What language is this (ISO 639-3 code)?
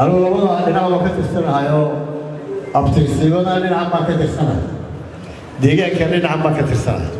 som